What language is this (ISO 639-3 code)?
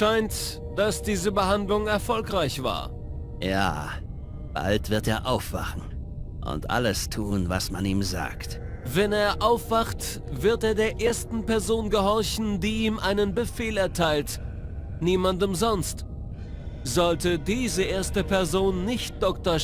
bar